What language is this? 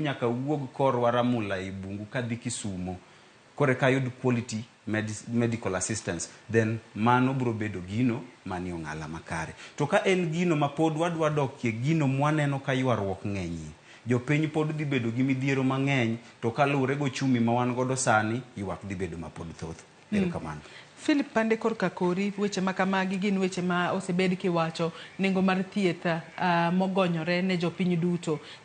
Luo (Kenya and Tanzania)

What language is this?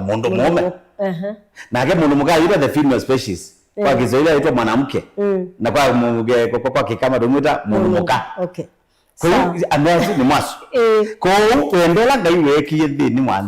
Kamba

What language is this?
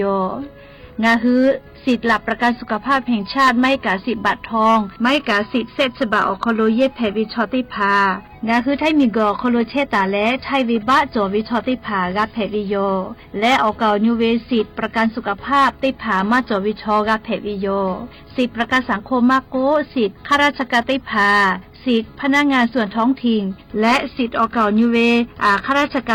Lahu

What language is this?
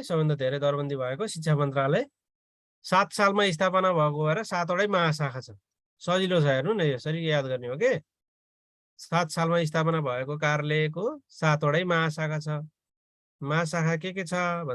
Nepali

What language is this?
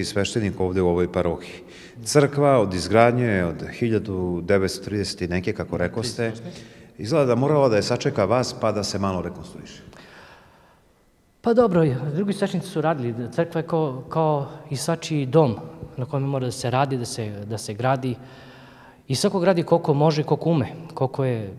Serbian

